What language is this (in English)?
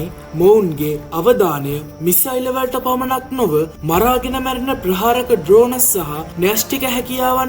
Sinhala